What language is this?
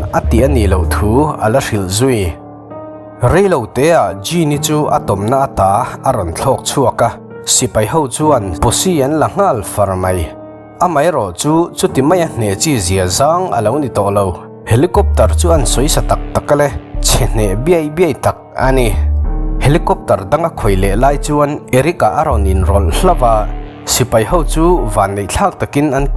Mizo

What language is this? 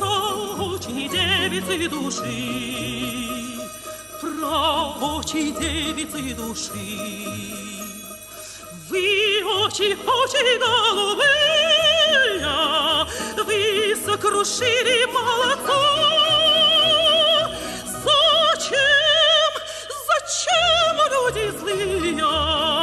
Russian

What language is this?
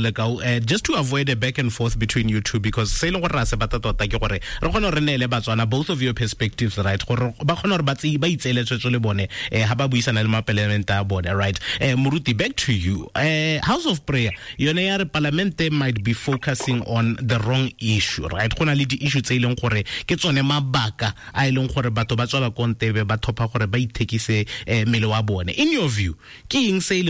Tswana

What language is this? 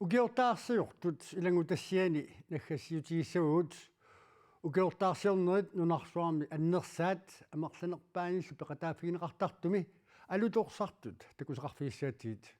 Kalaallisut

